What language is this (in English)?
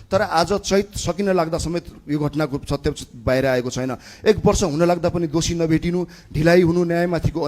Nepali